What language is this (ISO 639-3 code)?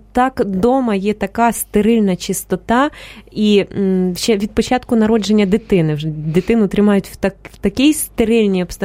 ukr